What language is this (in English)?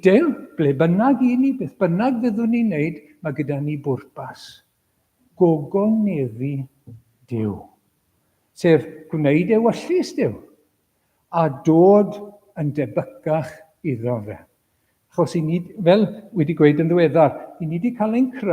Welsh